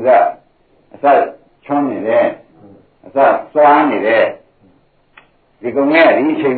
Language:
Burmese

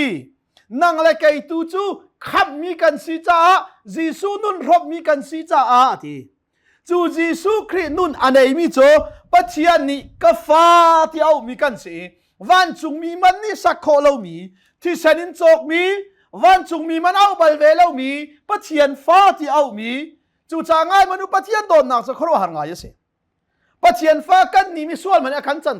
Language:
Hakha Chin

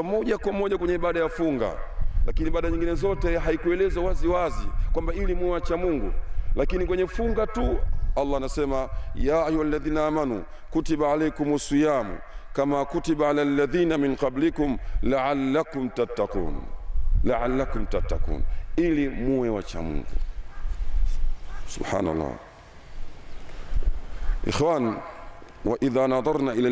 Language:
Swahili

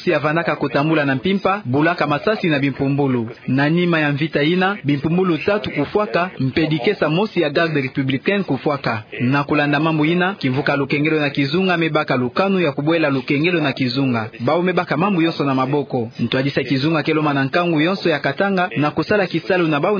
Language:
Kituba (Democratic Republic of Congo)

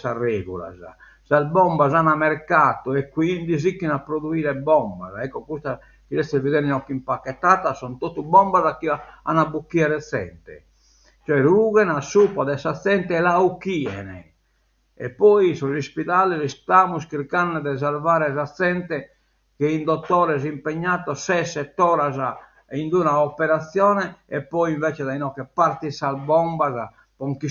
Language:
Sardinian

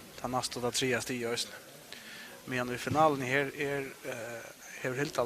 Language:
Faroese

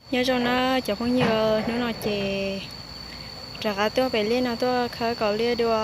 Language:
Hmong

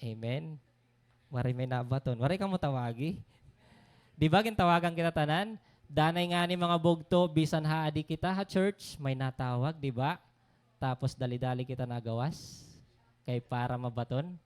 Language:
Waray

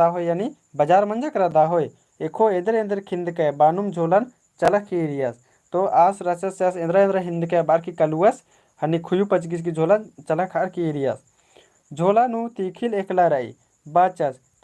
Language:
Kurukh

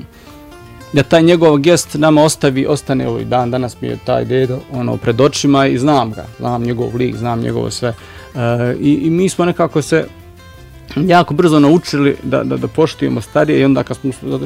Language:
Bosnian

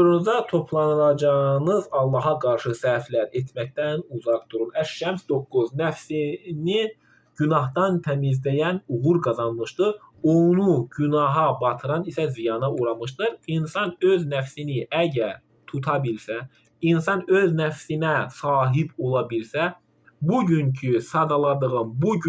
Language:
Azerbaijani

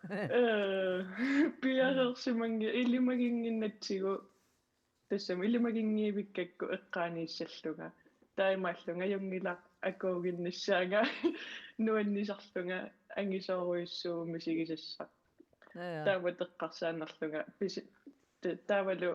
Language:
Kalaallisut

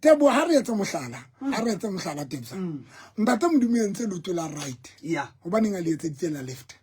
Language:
Southern Sotho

